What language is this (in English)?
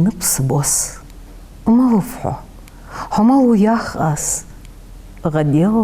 Ingush